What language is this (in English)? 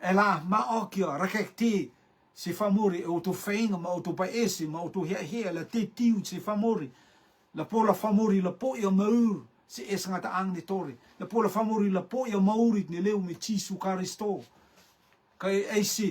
Rotuman